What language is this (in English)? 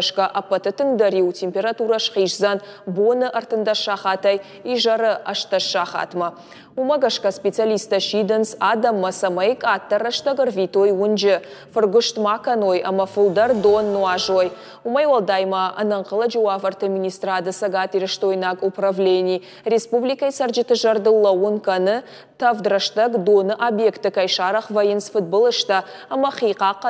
Ossetic